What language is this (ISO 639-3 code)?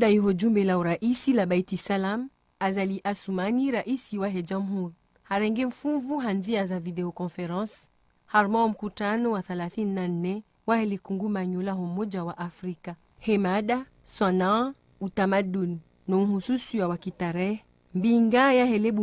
zdj